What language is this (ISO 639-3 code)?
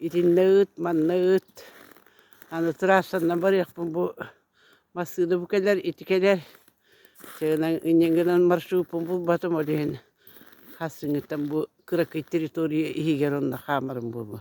sah